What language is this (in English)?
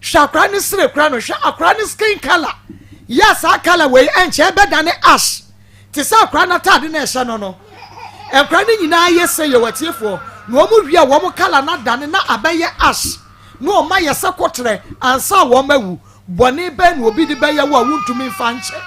Akan